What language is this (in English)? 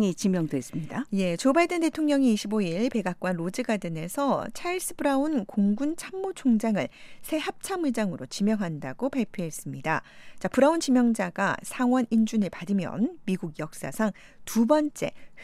Korean